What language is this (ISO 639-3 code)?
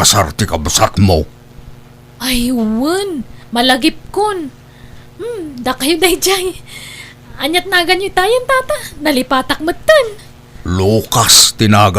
ilo